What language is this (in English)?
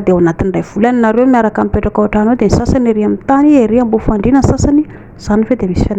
Malagasy